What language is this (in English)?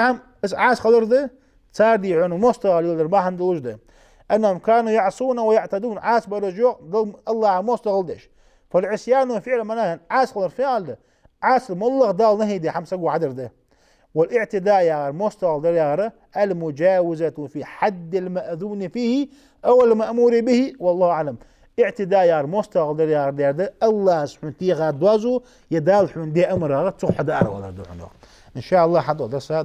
Ingush